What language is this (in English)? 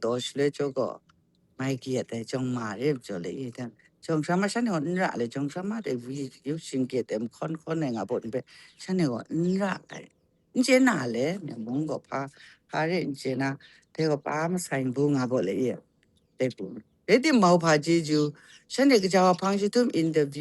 Kachin